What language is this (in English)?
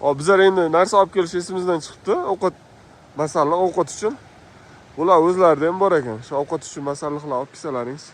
Uzbek